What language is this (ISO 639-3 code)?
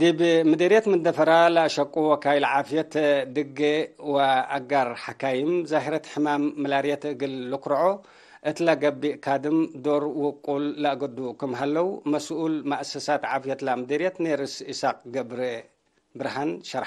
tig